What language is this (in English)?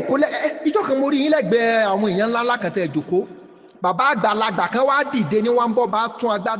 Yoruba